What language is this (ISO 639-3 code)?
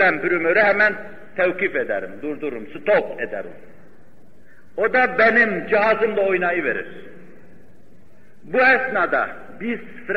tur